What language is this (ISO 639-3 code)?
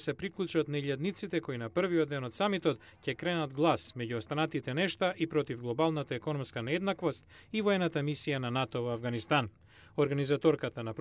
mkd